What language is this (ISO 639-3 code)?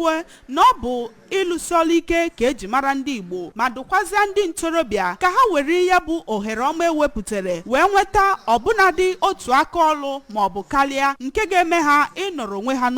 ibo